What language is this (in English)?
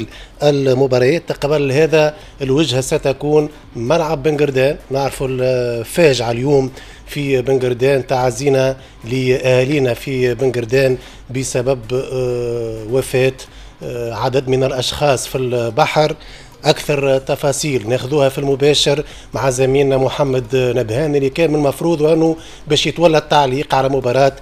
Tunisian Arabic